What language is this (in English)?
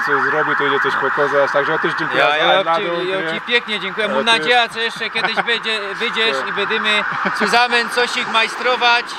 Silesian